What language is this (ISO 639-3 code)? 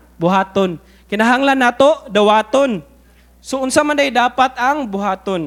ceb